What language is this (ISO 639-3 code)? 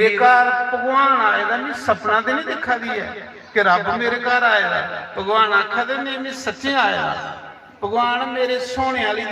doi